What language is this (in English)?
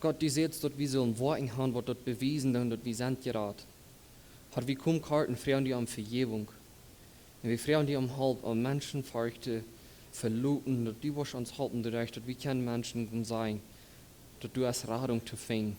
Plautdietsch